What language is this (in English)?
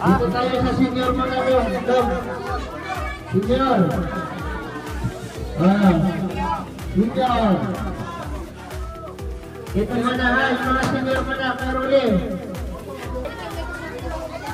Filipino